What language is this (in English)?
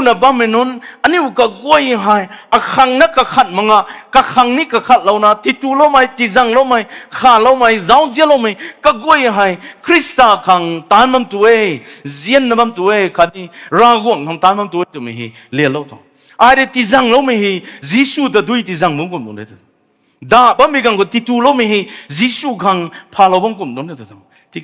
Rongmei Naga